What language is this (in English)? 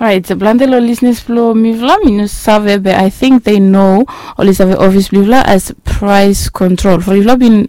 Bislama